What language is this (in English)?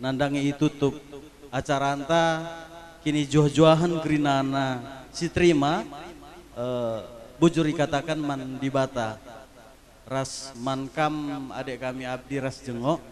Batak Karo